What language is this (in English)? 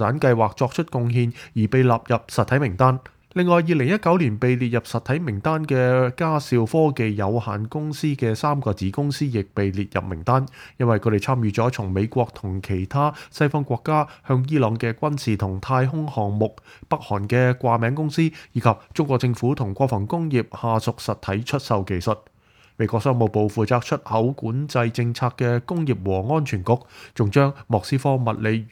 Cantonese